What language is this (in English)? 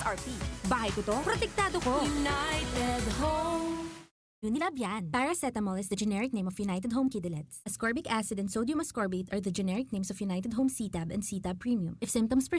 Bikol